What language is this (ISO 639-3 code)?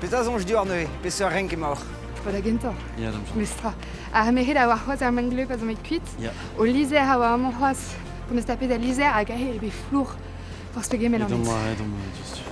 bre